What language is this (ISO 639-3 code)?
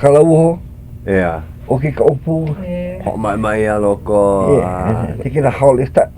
haw